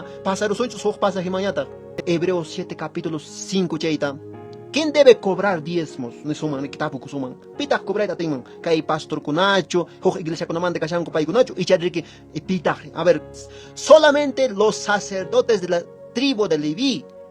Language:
Quechua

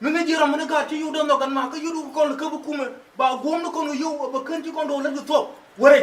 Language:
Nuer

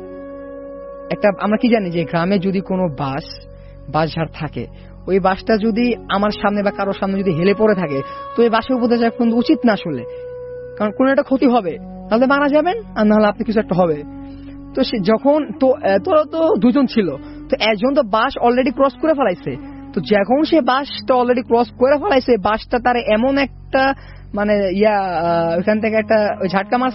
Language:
Bangla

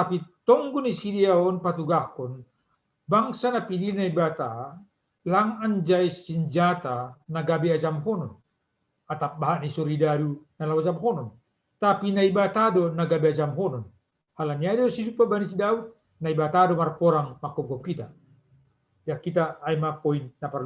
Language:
Batak Simalungun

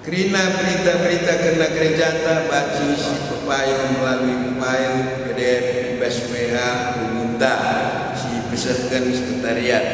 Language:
Batak Karo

